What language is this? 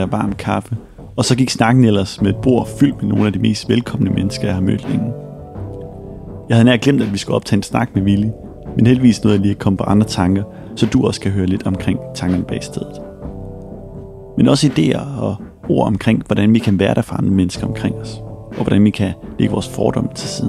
Danish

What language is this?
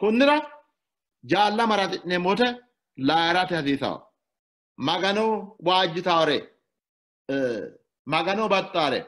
Sidamo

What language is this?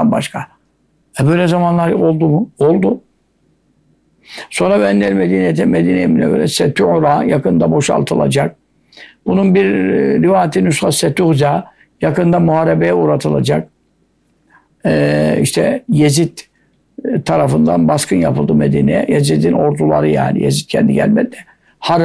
Turkish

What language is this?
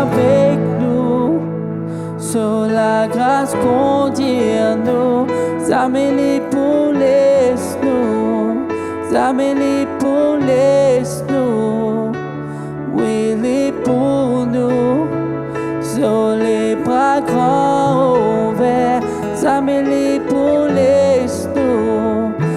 Morisyen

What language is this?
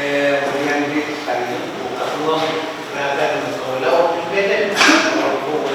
Pohnpeian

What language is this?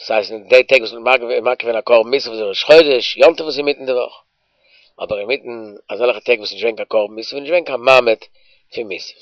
Yiddish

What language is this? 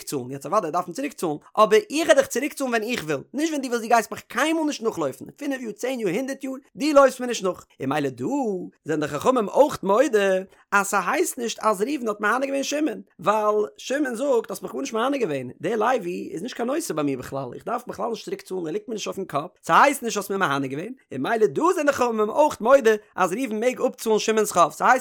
Yiddish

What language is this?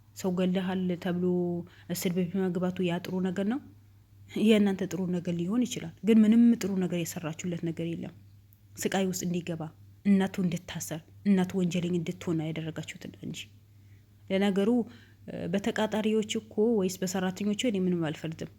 Amharic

